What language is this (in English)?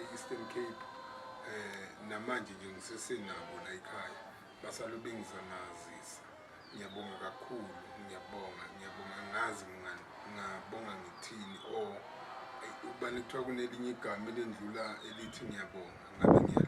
Zulu